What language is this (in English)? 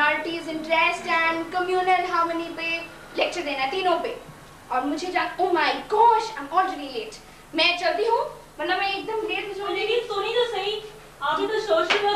Hindi